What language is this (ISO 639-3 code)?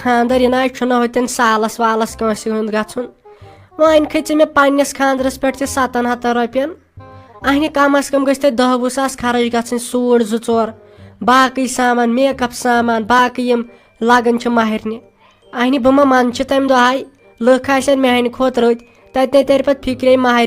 kas